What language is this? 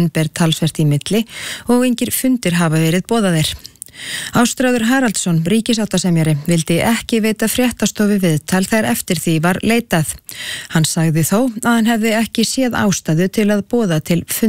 Icelandic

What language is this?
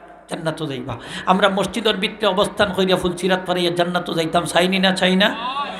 Sylheti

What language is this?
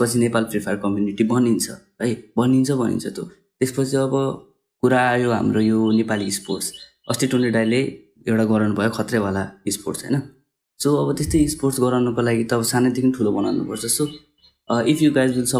Nepali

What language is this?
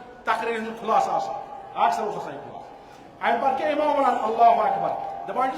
Kashmiri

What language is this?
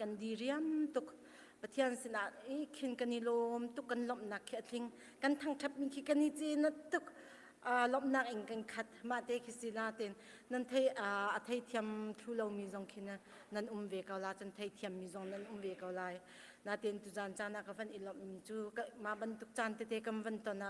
Hakha Chin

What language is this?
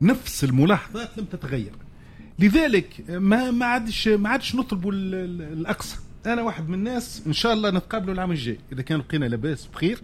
Tunisian Arabic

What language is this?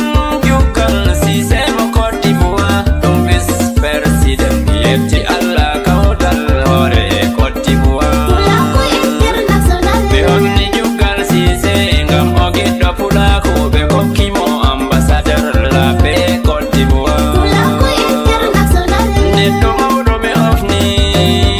Nigerian Fulfulde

